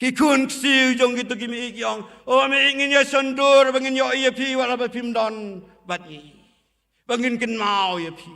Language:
Khasi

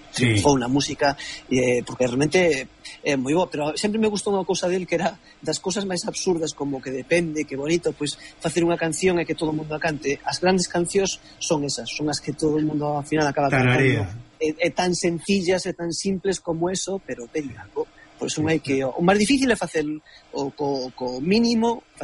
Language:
Galician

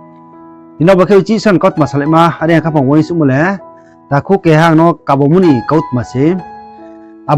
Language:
Riang (India)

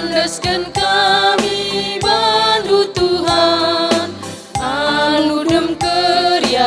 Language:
Batak Karo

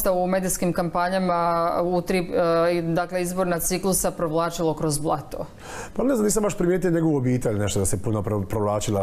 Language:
Croatian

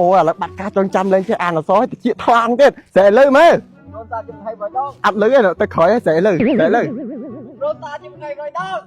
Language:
Khmer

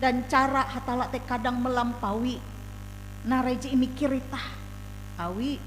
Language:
Ngaju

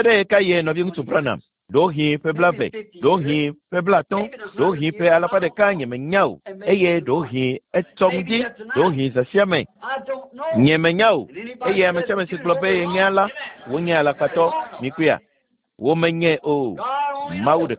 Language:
Ewe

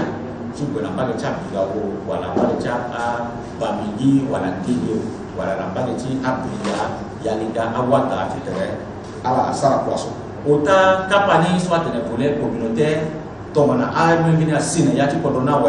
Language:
Sango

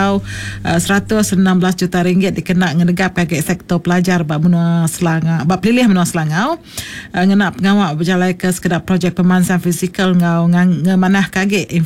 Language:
Iban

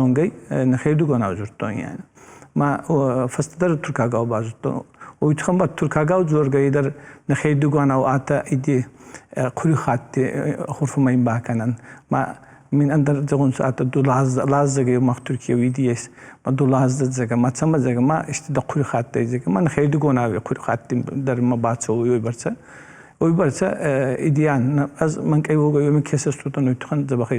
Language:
Ossetic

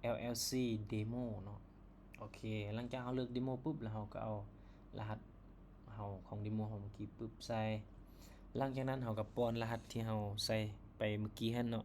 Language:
Lao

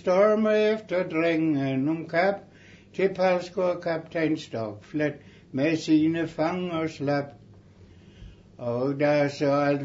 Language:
Danish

